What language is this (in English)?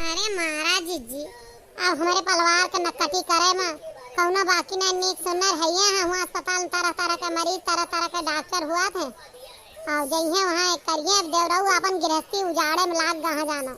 Awadhi